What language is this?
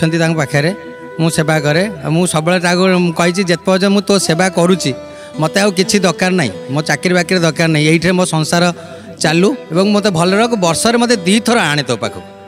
Odia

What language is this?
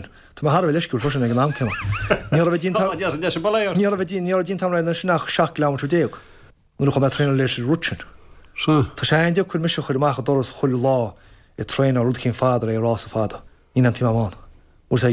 Irish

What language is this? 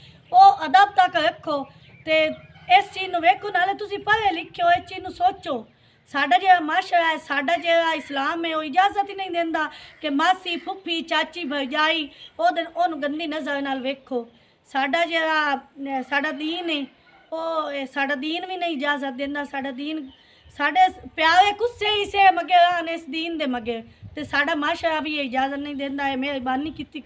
Punjabi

